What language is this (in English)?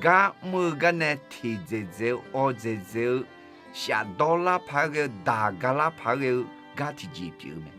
Akha